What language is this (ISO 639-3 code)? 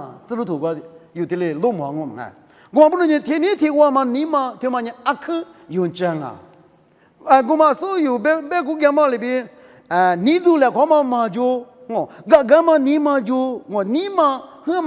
lis